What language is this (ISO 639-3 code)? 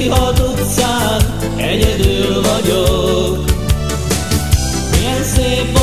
hun